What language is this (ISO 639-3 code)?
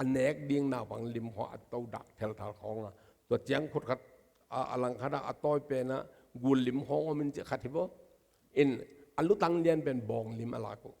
ctd